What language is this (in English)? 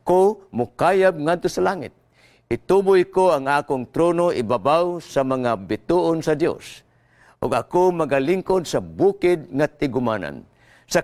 Cebuano